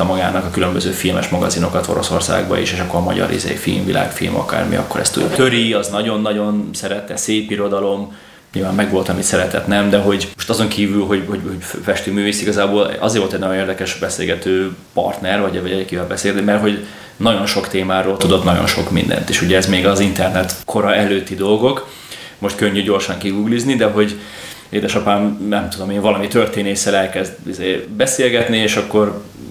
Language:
Hungarian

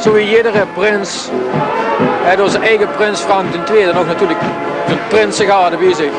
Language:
Limburgish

